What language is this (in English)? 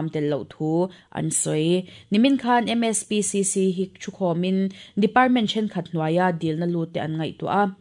Mizo